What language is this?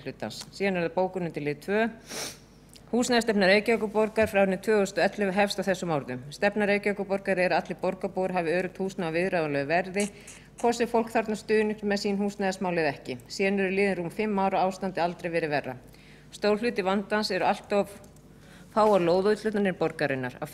Icelandic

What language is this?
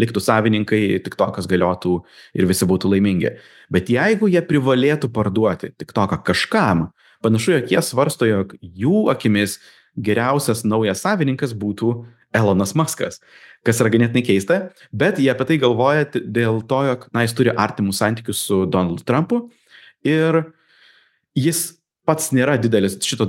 Lithuanian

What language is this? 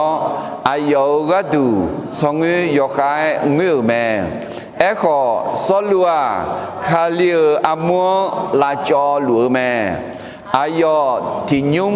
Akha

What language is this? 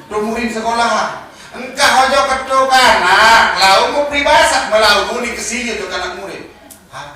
Sasak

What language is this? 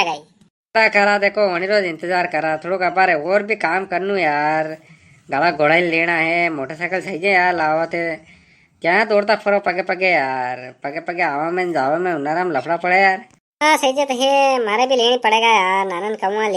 Rajasthani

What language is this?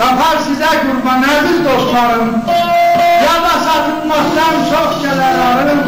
South Azerbaijani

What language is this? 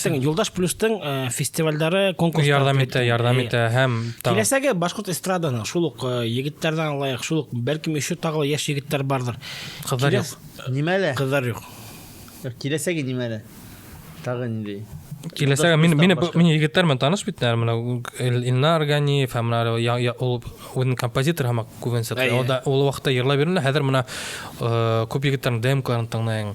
Bashkir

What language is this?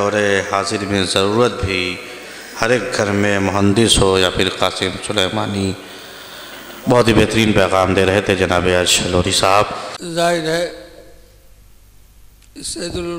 Urdu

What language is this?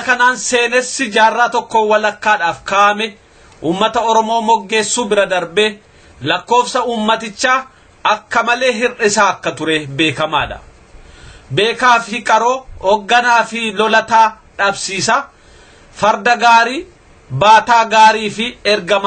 Oromo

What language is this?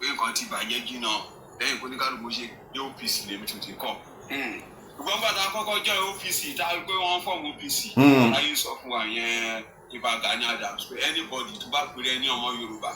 Yoruba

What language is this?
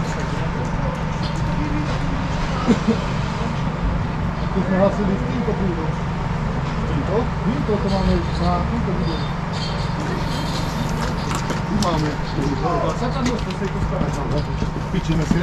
Slovak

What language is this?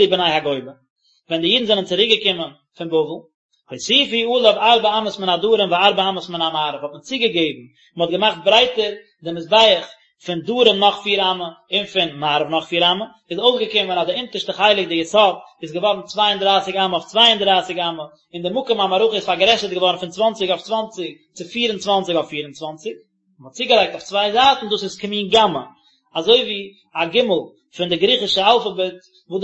Yiddish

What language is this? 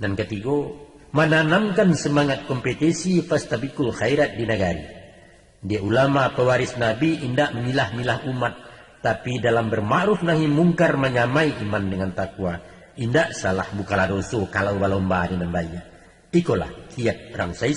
Minangkabau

